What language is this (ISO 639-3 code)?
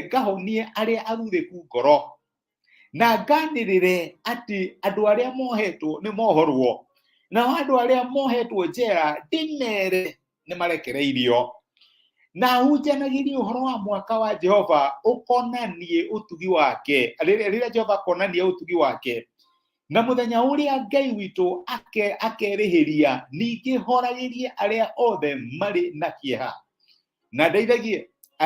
kik